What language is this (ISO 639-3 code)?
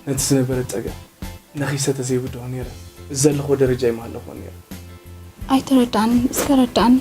tir